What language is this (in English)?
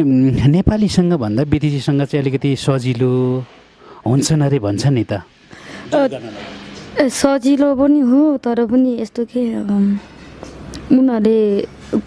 Nepali